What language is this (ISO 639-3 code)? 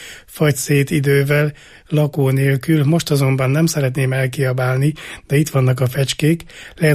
hun